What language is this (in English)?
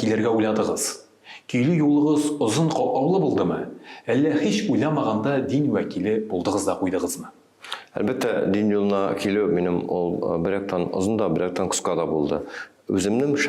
Tatar